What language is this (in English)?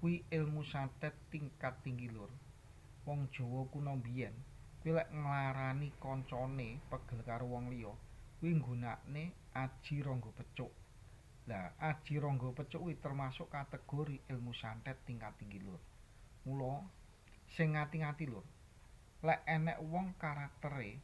Javanese